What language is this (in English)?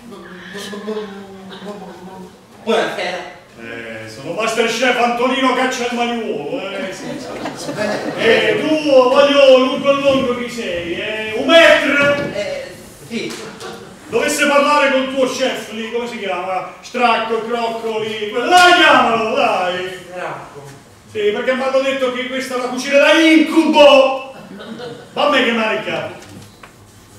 Italian